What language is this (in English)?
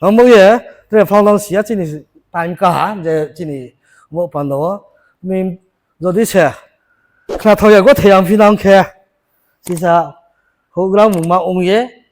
Riang (India)